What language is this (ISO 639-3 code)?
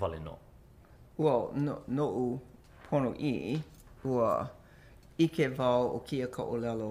haw